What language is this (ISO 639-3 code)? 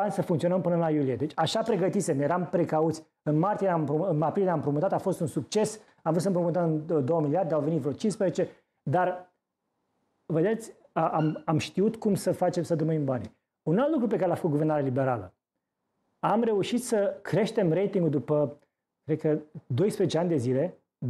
ron